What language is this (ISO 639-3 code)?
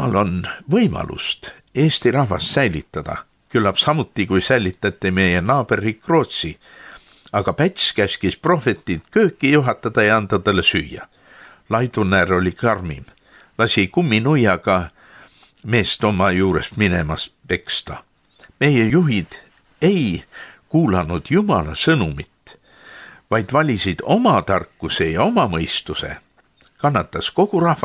est